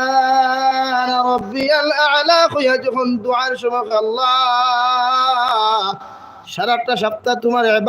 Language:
Sylheti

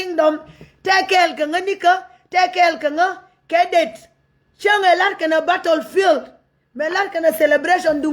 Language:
Nuer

